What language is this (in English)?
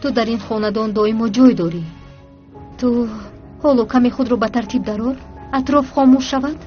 Tajik